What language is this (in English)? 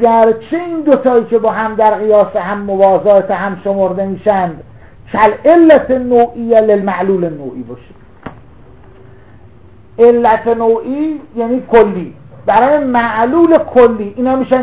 Persian